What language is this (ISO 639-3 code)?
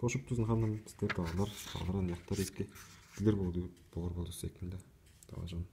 tyv